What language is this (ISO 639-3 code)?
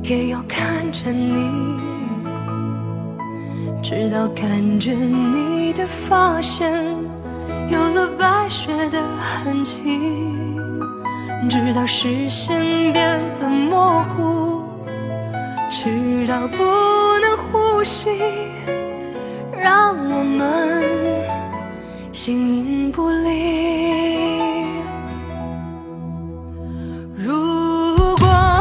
zho